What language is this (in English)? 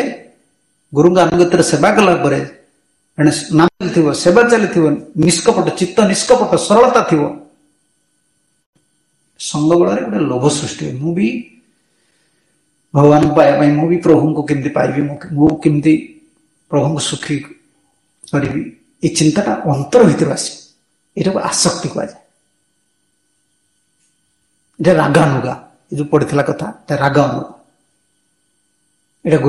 Odia